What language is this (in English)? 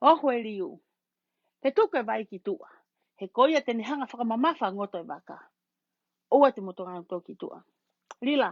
Tongan